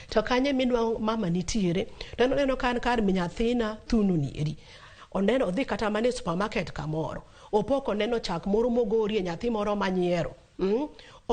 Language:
Luo (Kenya and Tanzania)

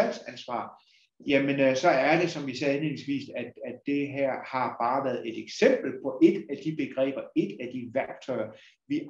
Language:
Danish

